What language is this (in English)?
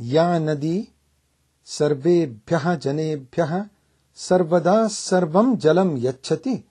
Sanskrit